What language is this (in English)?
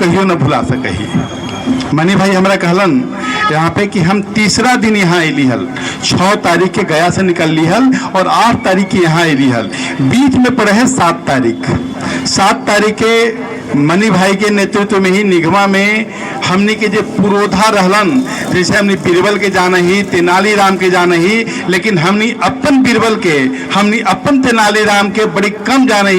Magahi